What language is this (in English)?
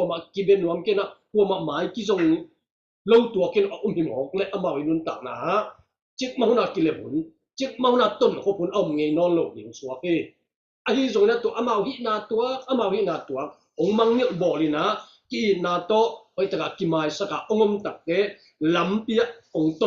Tedim Chin